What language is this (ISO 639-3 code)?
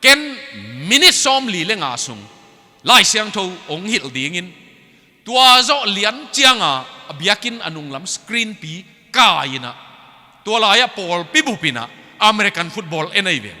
ctd